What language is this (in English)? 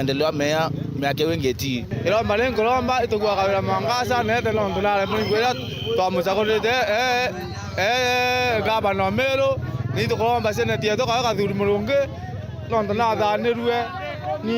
Meru